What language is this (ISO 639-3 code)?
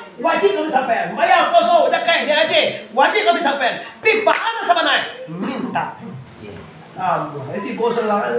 min